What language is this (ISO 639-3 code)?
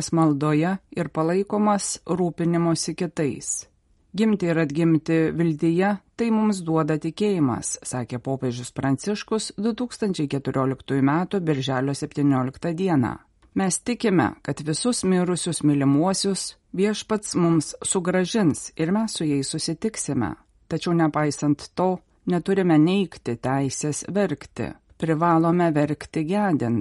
lit